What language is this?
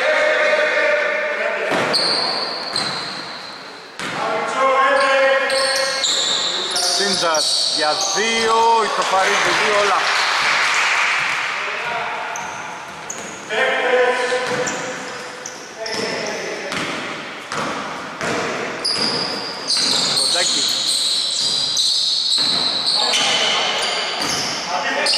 Greek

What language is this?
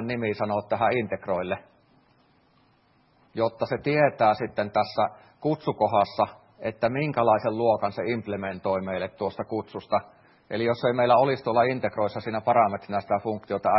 Finnish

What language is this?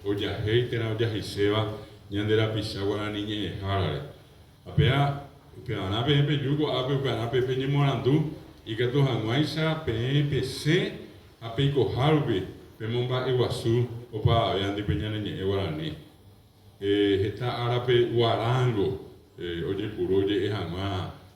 Guarani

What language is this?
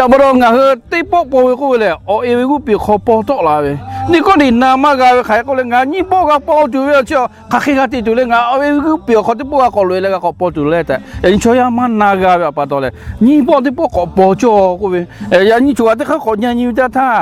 Lahu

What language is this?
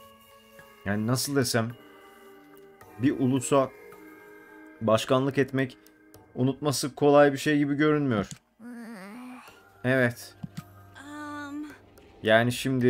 Turkish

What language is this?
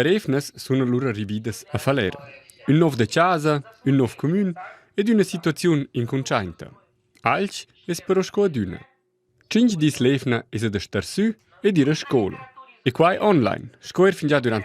Romansh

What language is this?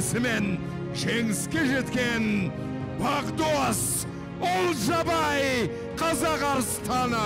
Kazakh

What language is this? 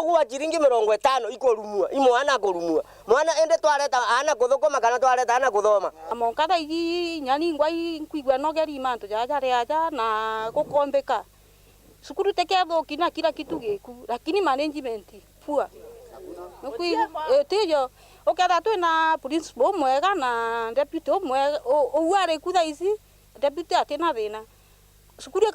Meru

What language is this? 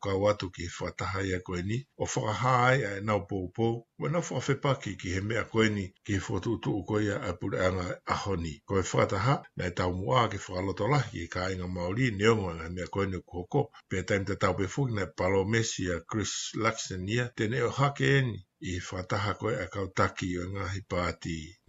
Tongan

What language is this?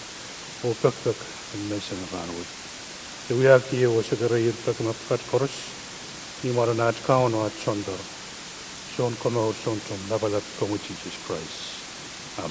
Pohnpeian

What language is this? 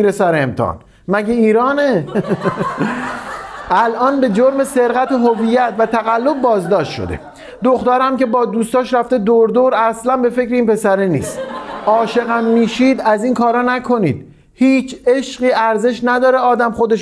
Persian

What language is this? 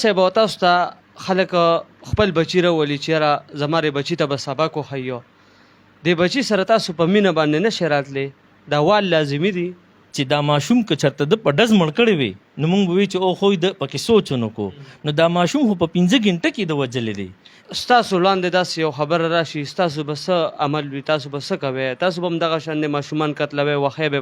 Pashto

